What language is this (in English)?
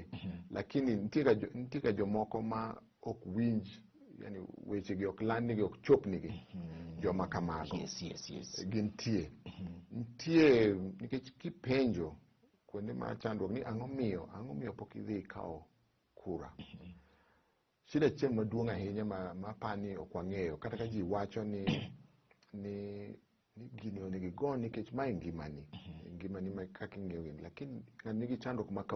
Luo (Kenya and Tanzania)